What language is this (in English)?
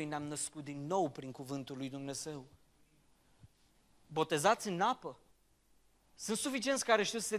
Romanian